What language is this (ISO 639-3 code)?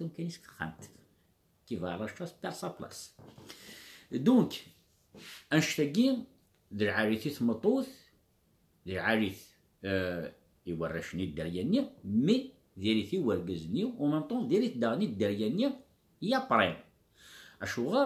kab